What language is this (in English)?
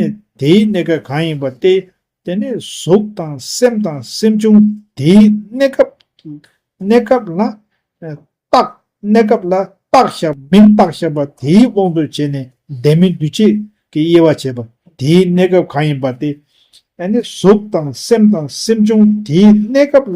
Tibetan